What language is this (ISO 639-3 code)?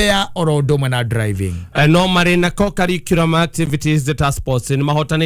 kik